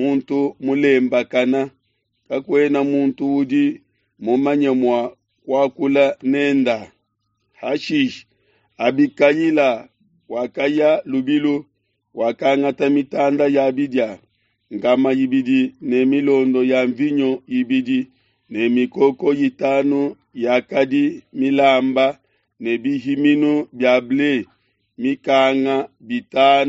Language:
Luba-Lulua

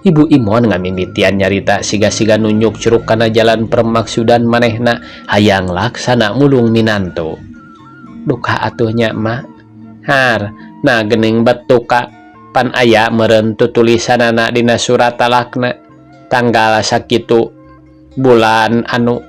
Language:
Sundanese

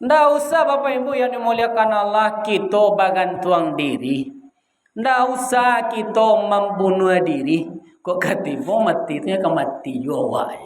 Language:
Minangkabau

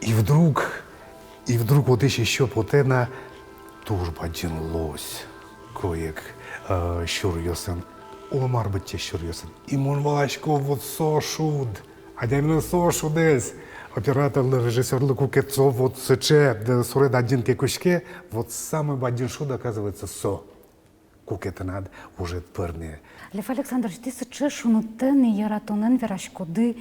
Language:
Udmurt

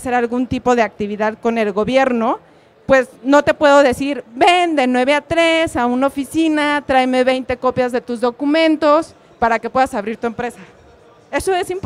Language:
Spanish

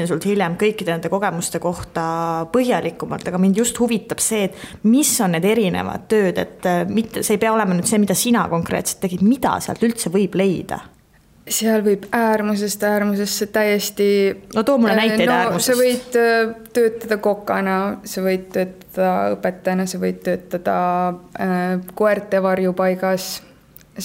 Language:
Estonian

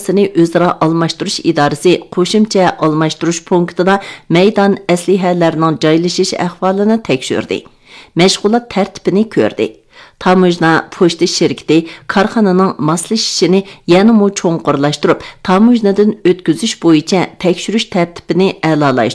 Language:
Uyghur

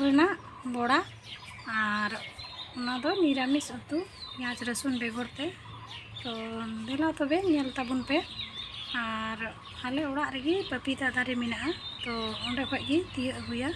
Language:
Santali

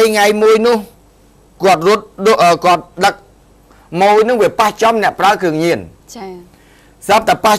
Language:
Khmer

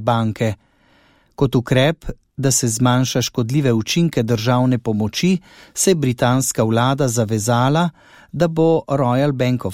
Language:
Slovenian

